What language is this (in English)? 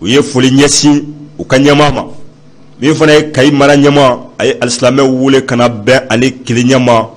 Bambara